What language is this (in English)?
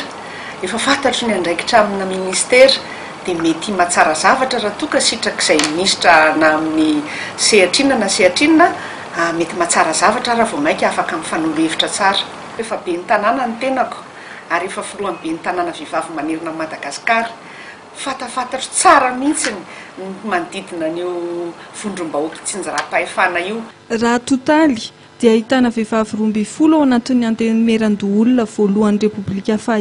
Malagasy